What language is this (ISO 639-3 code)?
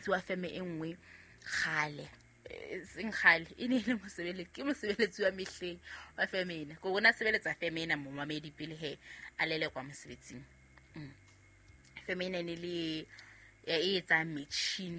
sot